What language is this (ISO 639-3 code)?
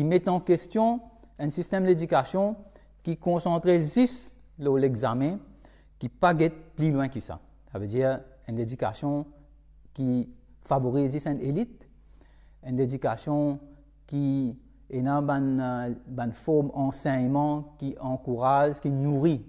mfe